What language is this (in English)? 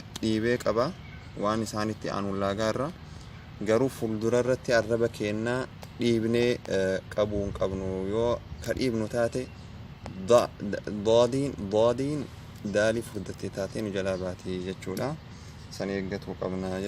Oromo